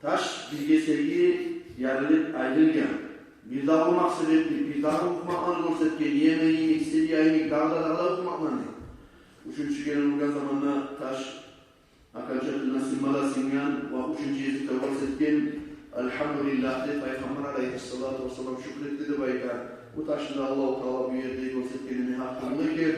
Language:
Kumyk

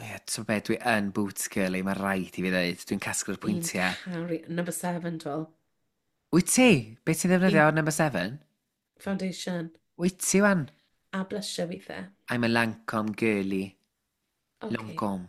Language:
Welsh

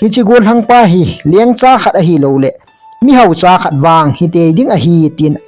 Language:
Thado Chin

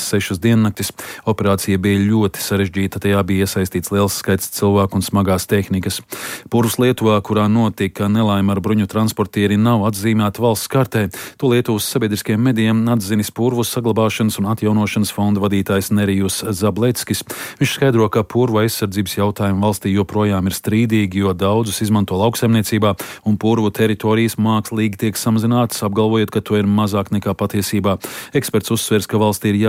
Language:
Latvian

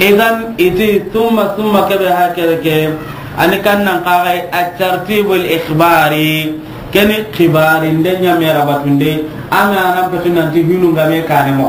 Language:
Soninke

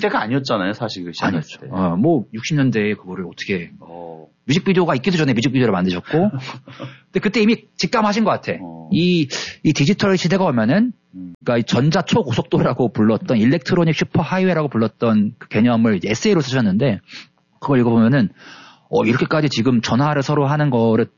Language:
Korean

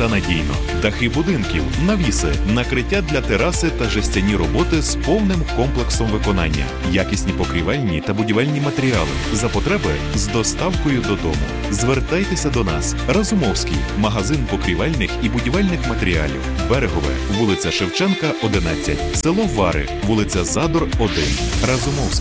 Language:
Ukrainian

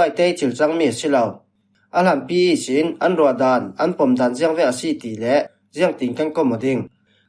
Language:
Falam Chin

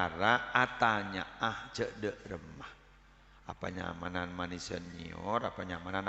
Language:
Madurese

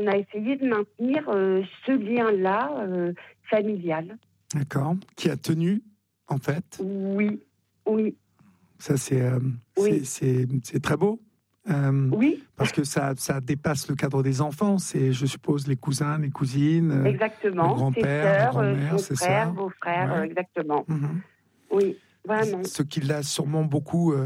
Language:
French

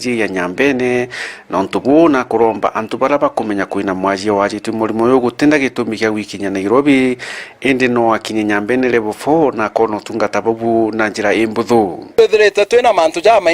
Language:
Meru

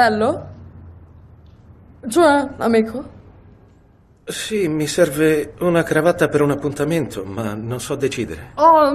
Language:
Italian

